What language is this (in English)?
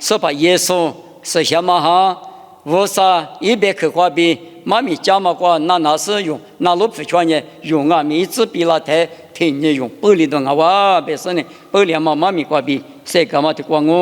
Lisu